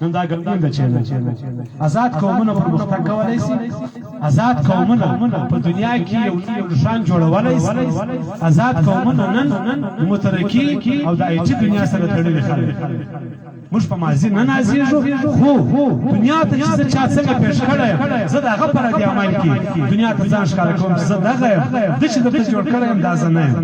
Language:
Pashto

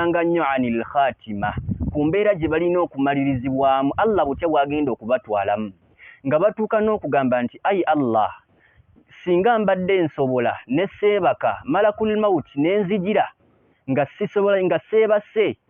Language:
Ganda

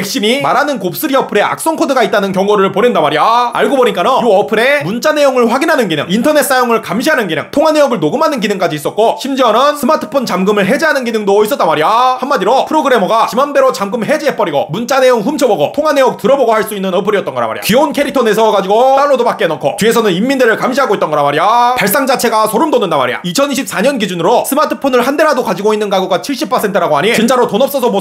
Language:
Korean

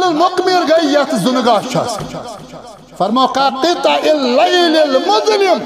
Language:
Kashmiri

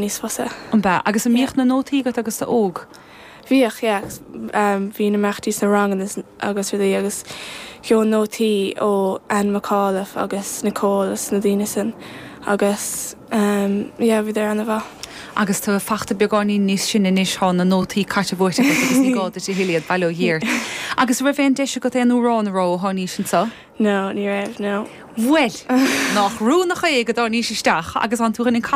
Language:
Irish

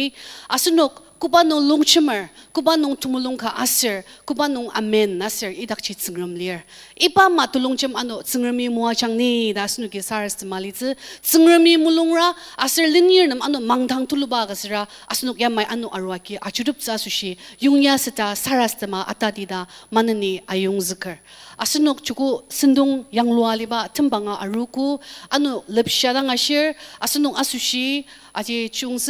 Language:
Ao Naga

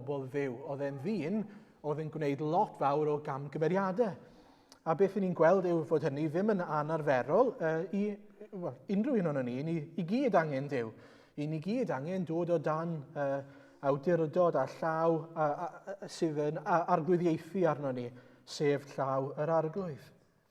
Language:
Welsh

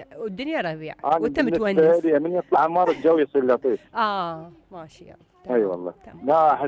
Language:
Mesopotamian Arabic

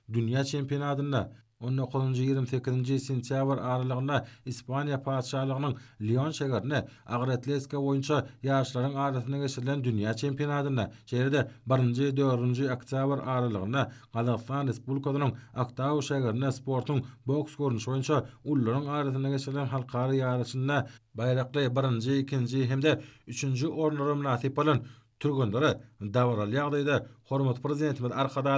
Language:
Turkmen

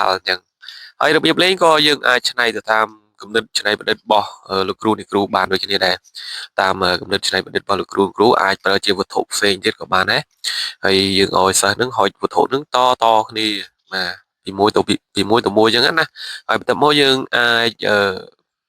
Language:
Khmer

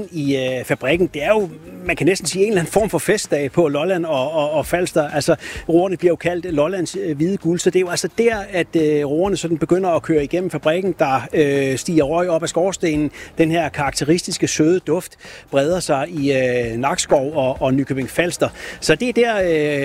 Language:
Danish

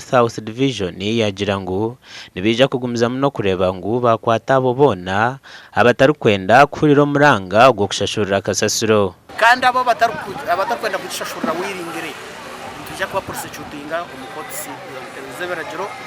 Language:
Nyankole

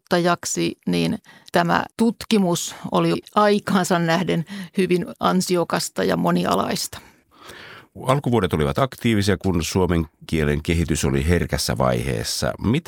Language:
Finnish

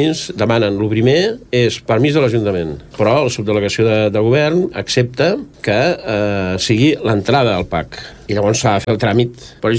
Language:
Catalan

